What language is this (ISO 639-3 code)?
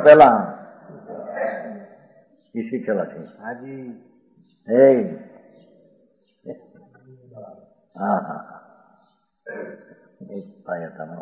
guj